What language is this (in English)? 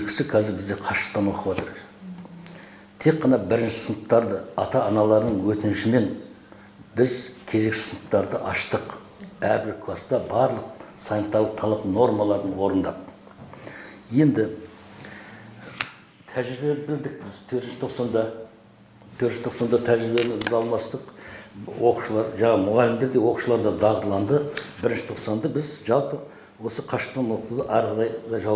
Kazakh